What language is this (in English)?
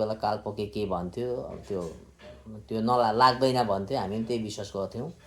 Nepali